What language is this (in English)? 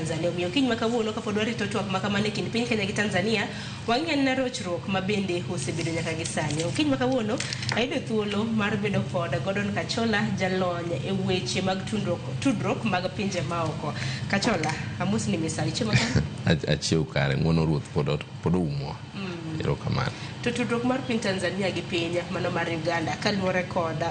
Luo (Kenya and Tanzania)